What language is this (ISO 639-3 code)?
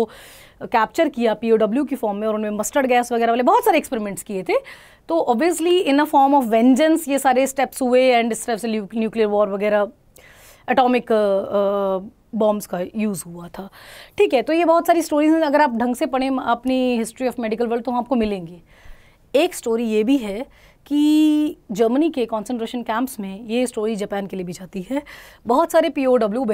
hin